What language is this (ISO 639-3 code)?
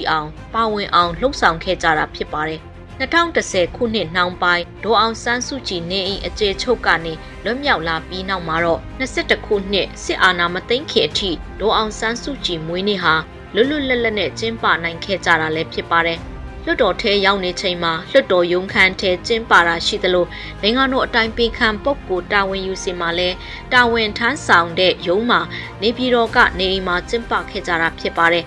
mya